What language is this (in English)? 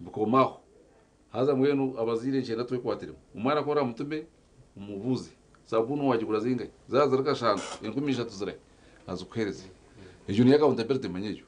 Nyankole